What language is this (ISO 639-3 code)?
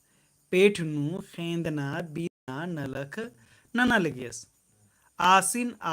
kru